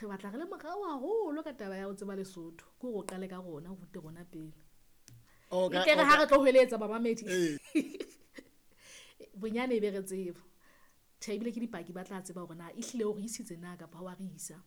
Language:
Southern Sotho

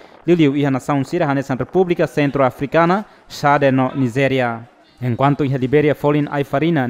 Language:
Tetum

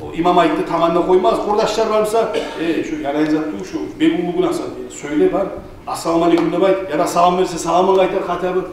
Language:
Kumyk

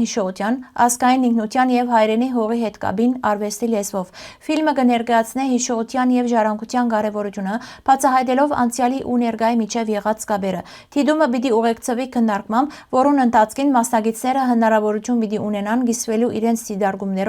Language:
Western Armenian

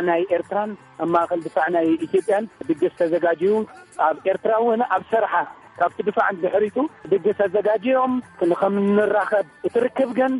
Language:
Tigrinya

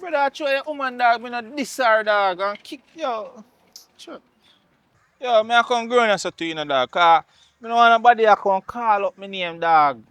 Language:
Jamaican Creole English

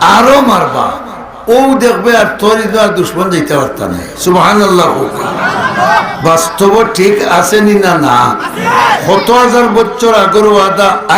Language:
Sylheti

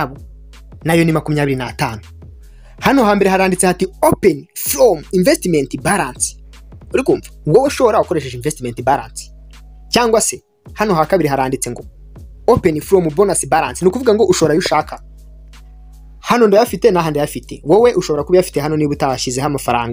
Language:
Kinyarwanda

